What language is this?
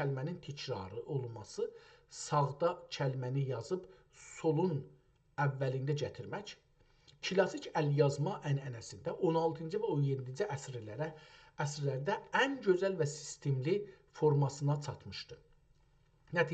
South Azerbaijani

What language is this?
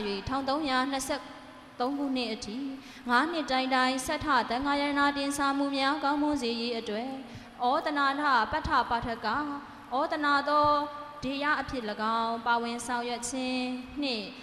Burmese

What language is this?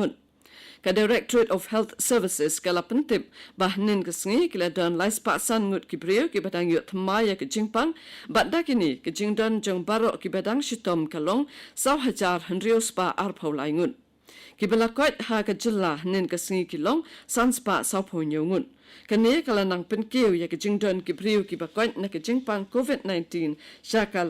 Khasi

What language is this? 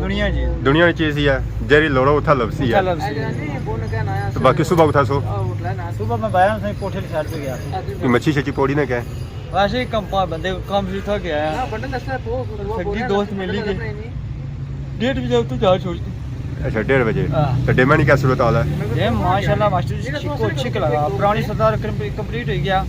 Pahari-Potwari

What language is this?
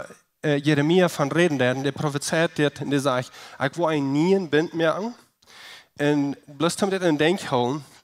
Plautdietsch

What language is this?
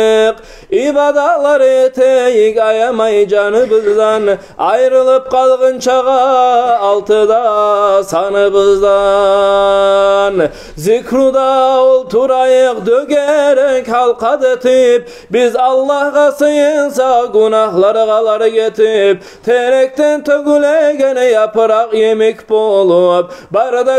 Kumyk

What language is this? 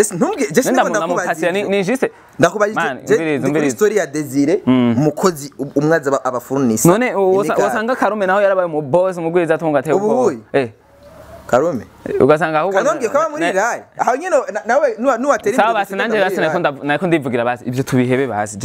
Rundi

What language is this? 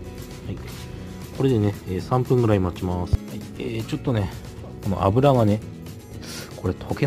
Japanese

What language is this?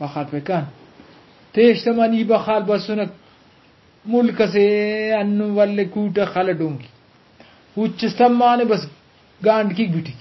Brahui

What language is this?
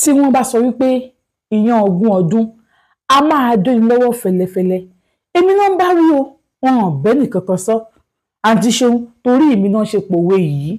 Yoruba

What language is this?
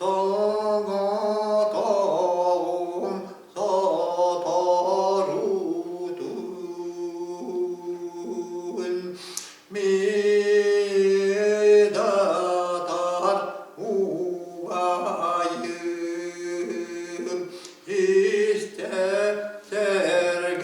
Yakut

